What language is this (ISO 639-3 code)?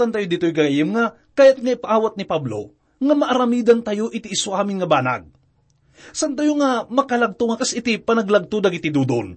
ilo